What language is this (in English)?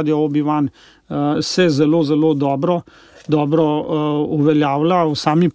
Slovenian